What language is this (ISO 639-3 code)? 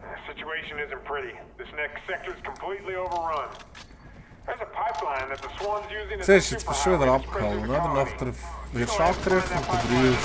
gsw